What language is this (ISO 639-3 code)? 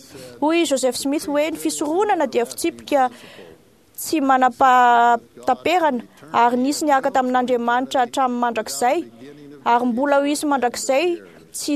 mlg